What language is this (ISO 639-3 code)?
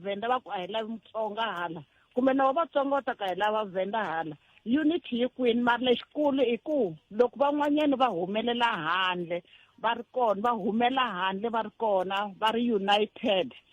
tso